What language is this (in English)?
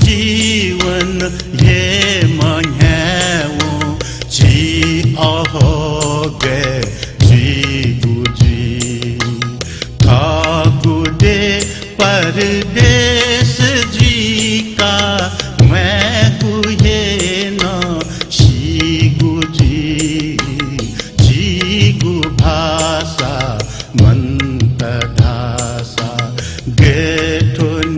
Newari